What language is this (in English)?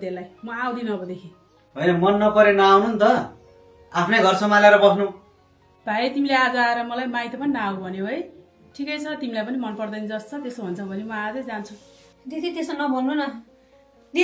Nepali